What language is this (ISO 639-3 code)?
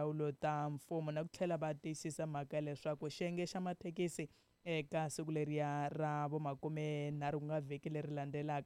tso